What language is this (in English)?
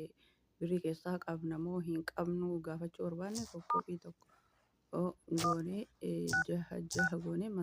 Oromo